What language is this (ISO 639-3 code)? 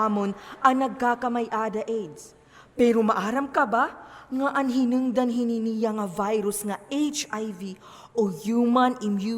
war